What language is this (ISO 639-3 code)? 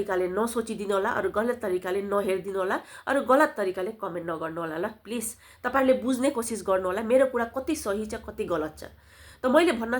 nep